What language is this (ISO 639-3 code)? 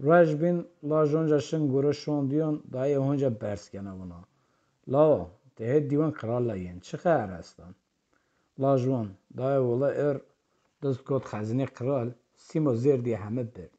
zza